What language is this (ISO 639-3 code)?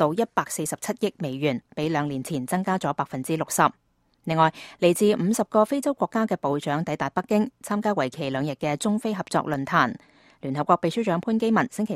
yue